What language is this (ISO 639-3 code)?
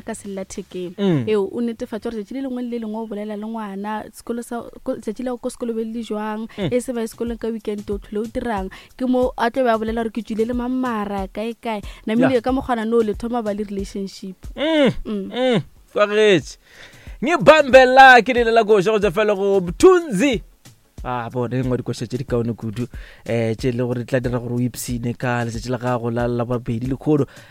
nso